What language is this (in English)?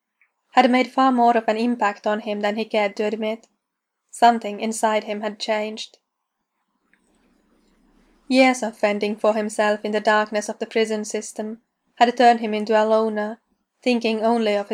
English